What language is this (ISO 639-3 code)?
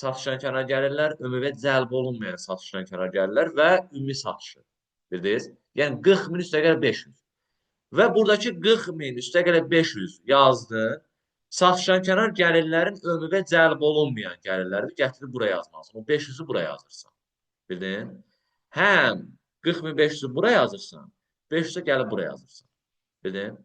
aze